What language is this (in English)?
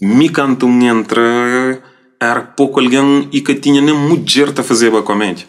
Kabuverdianu